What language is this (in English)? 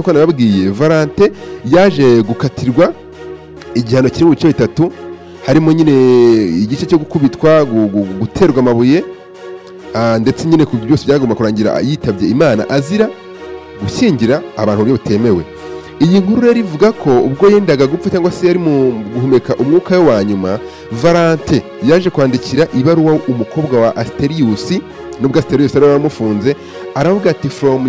Kinyarwanda